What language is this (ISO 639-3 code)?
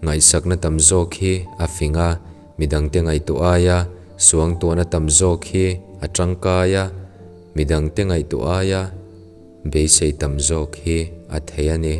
lus